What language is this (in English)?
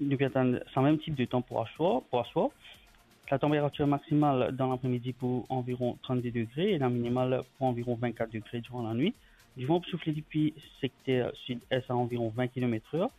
Morisyen